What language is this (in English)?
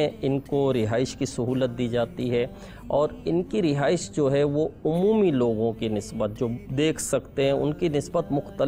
Urdu